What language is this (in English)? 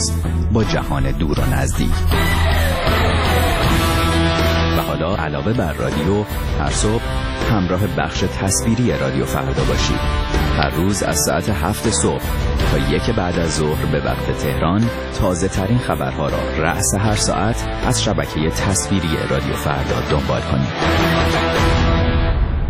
Persian